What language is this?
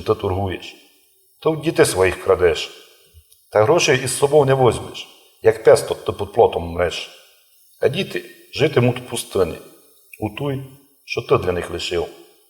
Rusyn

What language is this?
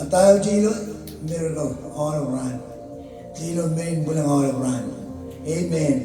Marshallese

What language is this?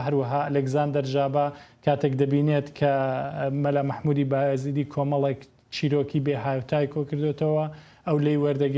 Kurdish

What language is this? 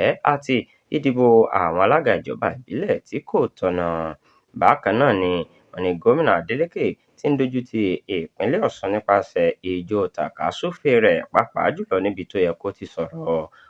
Yoruba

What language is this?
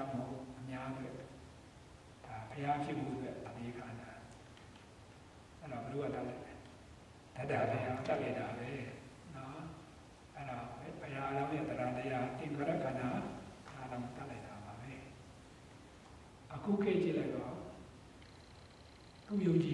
Burmese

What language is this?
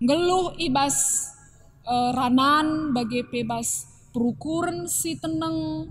Batak Karo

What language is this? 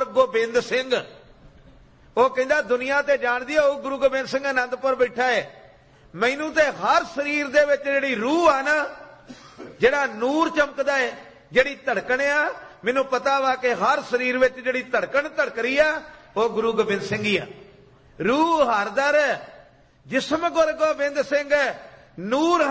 Punjabi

